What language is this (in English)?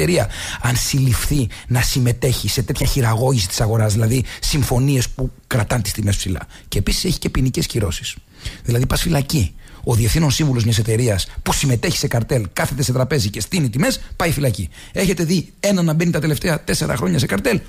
Greek